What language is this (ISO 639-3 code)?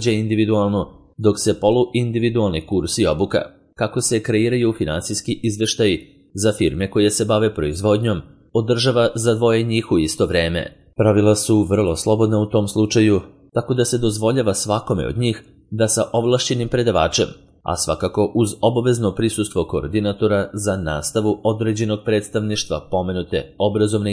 srp